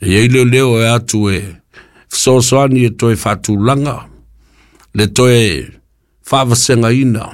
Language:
Samoan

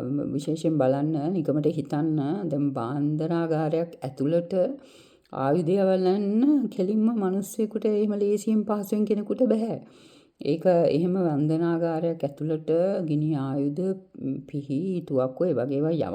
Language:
Sinhala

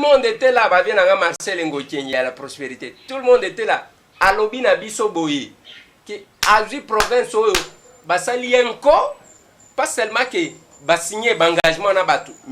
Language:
Lingala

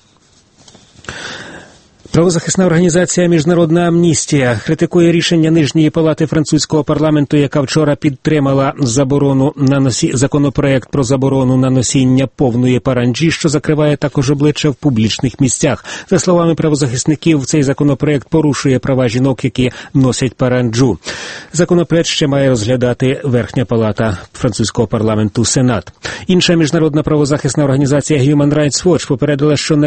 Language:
Ukrainian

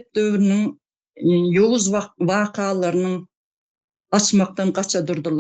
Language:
Turkmen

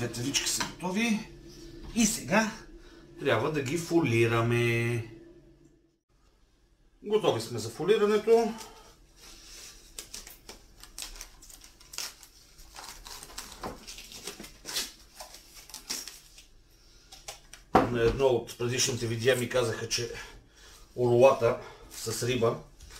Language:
Bulgarian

